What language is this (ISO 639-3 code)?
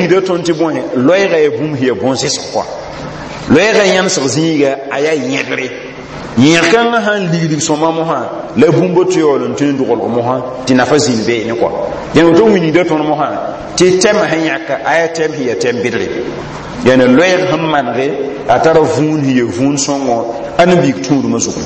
mos